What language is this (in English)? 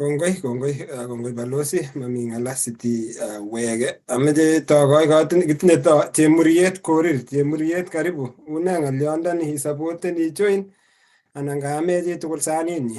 Kalenjin